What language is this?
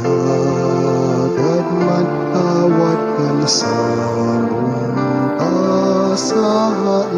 Bikol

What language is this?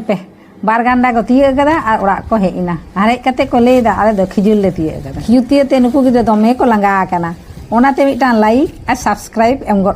Santali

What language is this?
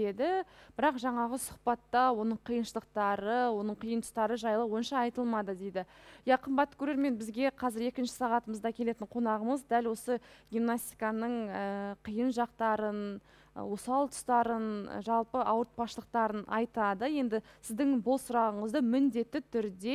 Kazakh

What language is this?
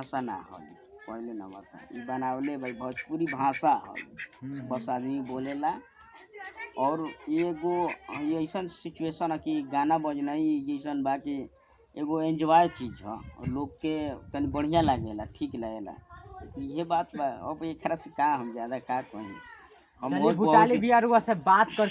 Bhojpuri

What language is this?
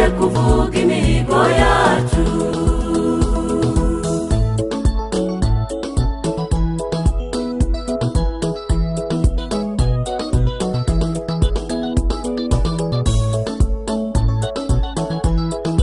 Kinyarwanda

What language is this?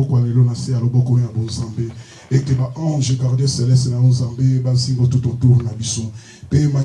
Lingala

